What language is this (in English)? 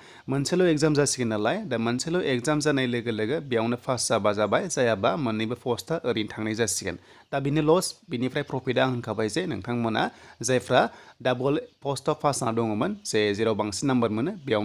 Bodo